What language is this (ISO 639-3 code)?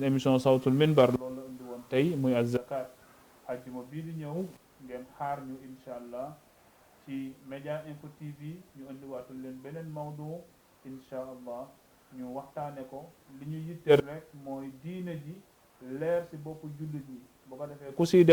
wol